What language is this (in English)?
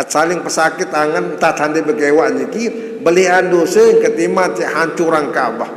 Sasak